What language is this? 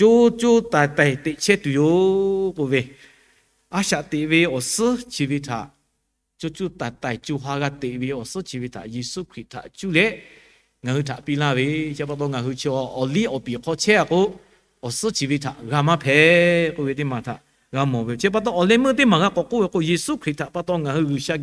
Lahu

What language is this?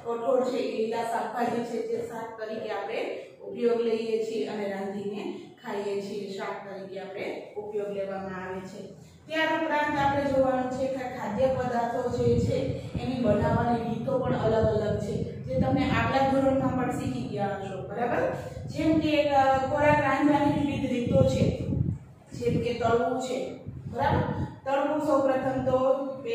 Gujarati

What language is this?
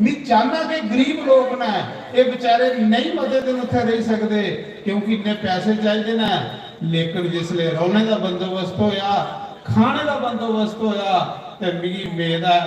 Dogri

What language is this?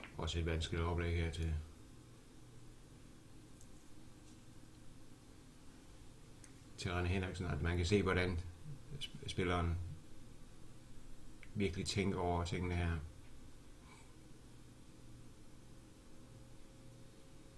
Danish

